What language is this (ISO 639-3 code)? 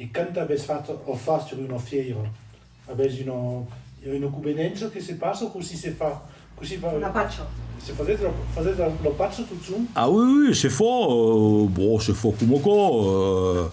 oci